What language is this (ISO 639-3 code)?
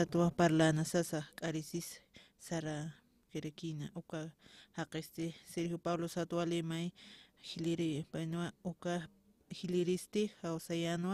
aym